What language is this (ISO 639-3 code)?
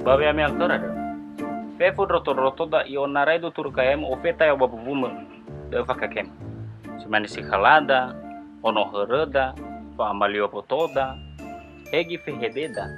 nia